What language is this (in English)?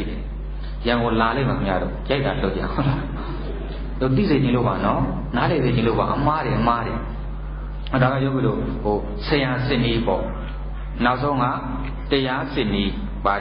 Burmese